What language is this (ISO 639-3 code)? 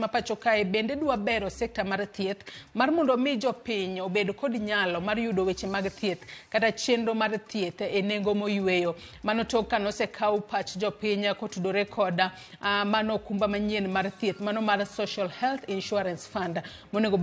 luo